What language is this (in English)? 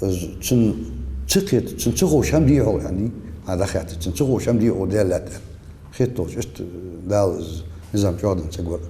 Ingush